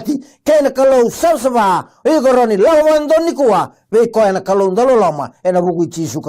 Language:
Fijian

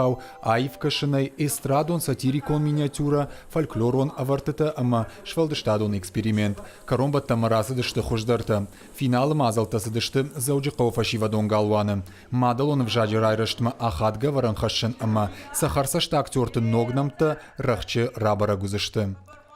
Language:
Ossetic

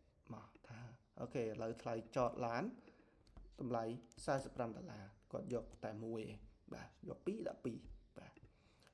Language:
Khmer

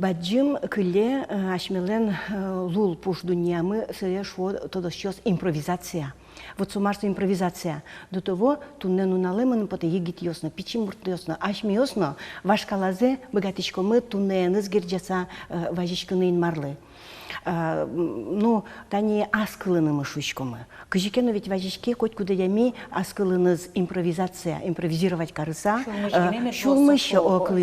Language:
Udmurt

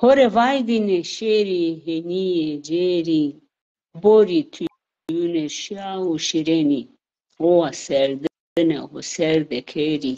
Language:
Zaza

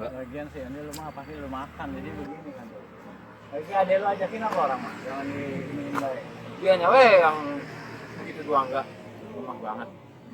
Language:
Betawi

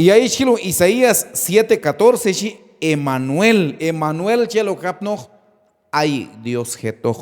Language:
Q'anjob'al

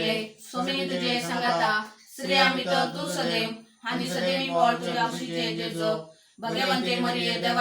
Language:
Konkani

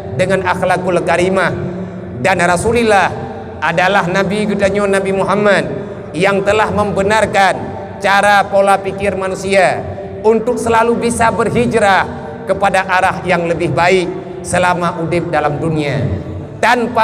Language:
Achinese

